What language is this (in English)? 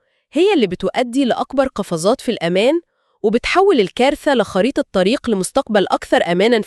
Egyptian Arabic